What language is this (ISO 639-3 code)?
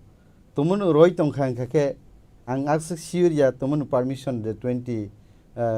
trp